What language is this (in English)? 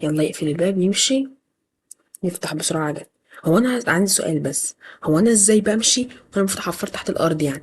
Egyptian Arabic